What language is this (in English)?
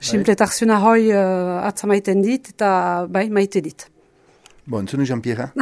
Basque